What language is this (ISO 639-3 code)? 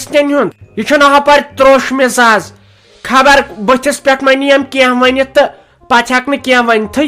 kas